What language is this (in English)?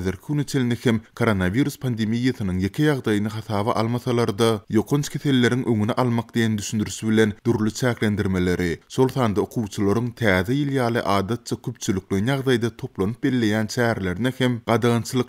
Turkmen